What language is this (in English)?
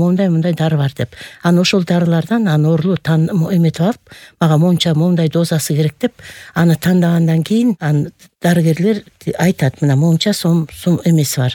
Kyrgyz